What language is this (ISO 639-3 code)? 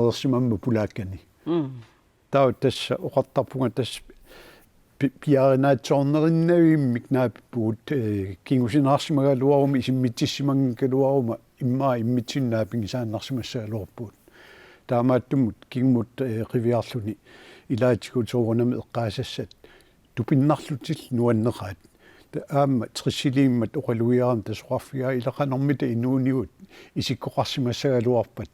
kal